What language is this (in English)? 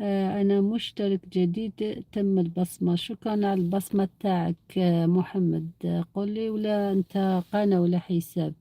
Algerian Arabic